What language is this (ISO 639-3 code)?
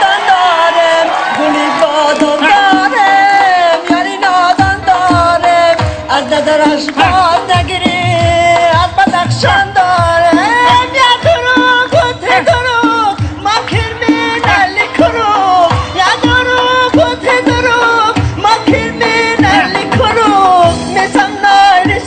tgk